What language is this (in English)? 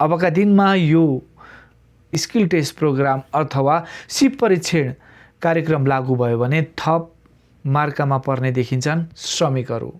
Nepali